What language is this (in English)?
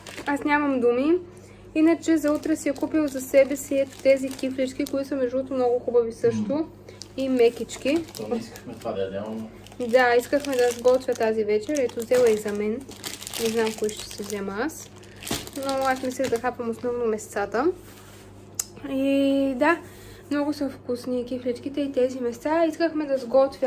Bulgarian